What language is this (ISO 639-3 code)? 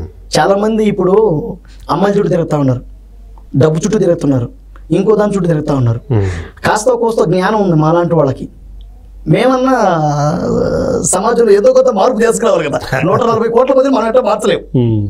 tel